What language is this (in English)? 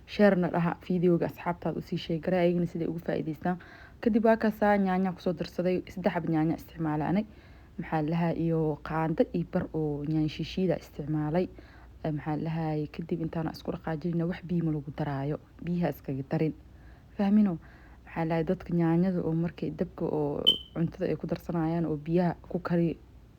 Somali